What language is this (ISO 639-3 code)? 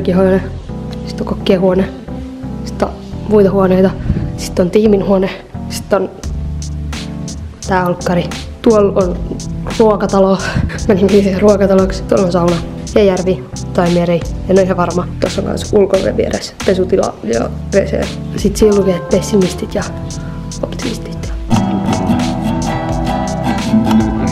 fin